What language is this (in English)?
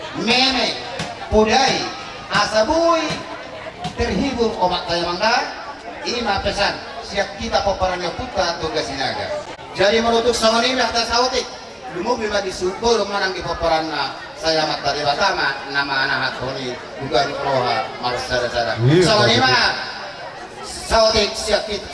Batak Toba